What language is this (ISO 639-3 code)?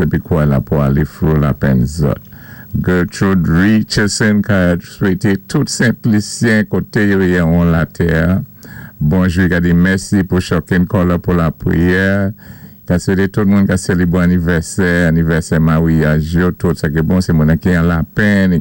acf